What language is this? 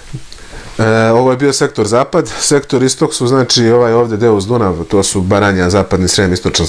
Serbian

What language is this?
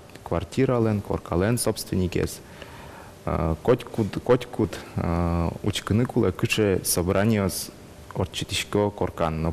Udmurt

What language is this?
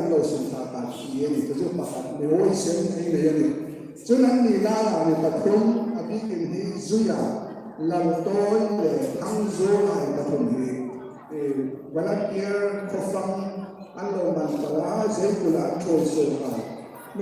Hmar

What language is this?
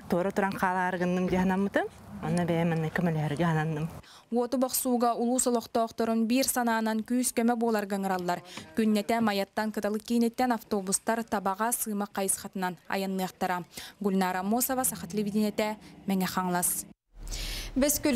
Yakut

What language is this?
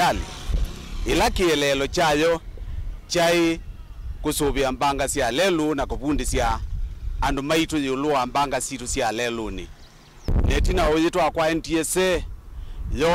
Kamba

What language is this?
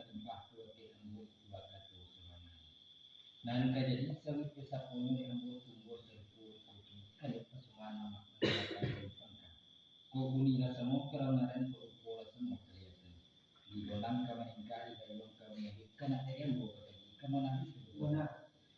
Minangkabau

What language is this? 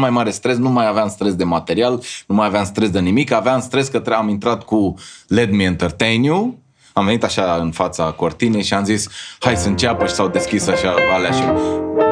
Romanian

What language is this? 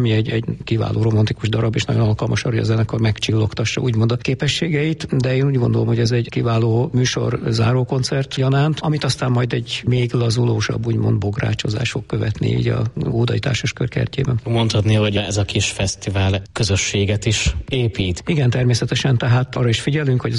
Hungarian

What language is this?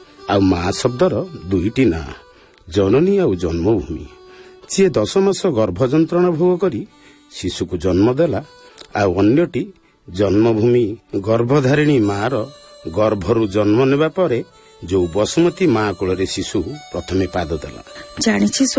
Odia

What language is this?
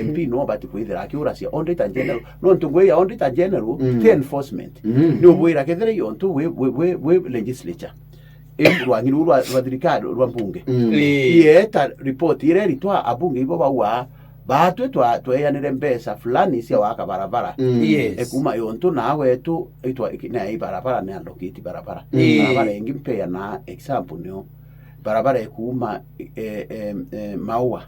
Meru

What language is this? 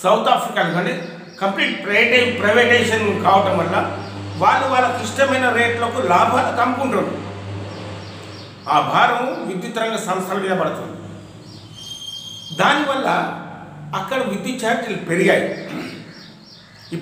Telugu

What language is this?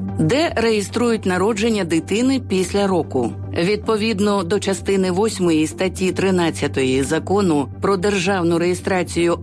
Ukrainian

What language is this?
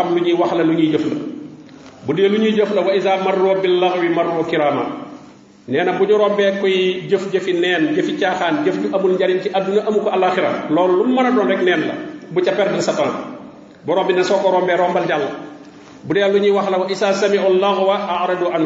Wolof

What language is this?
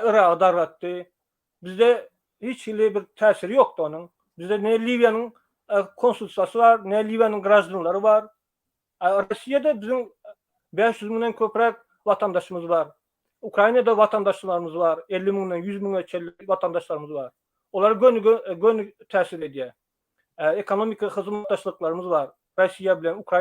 Turkmen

